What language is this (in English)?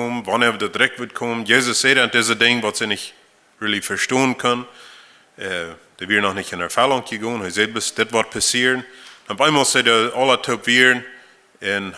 Plautdietsch